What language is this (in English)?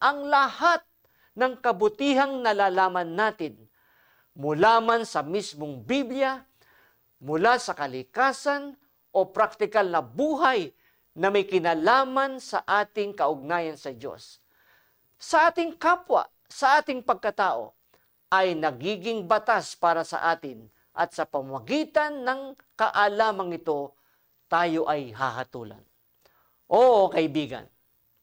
Filipino